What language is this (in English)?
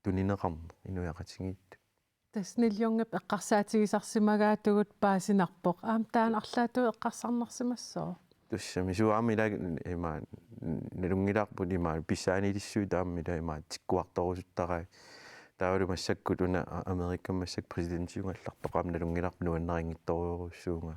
Kalaallisut